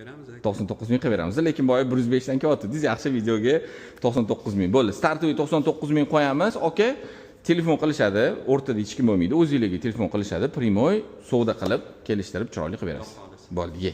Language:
Uzbek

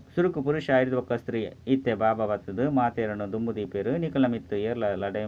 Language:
Tulu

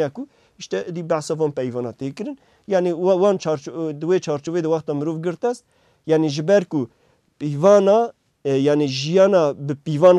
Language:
Kurdish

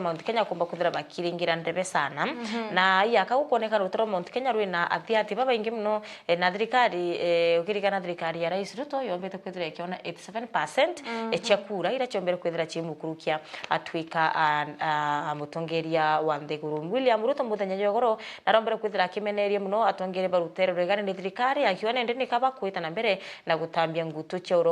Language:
Meru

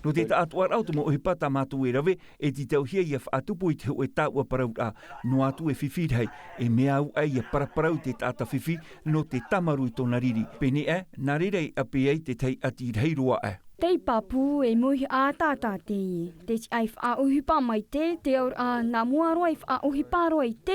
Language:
Tahitian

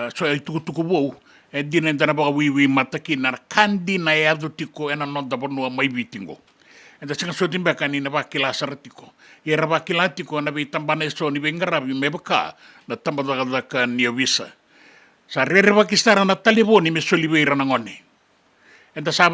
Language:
Fijian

